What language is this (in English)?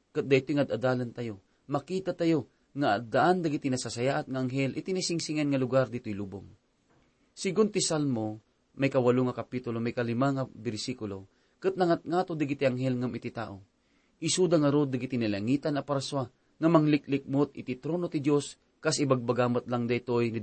Iloko